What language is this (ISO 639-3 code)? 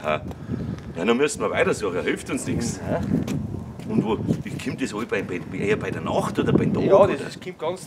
bar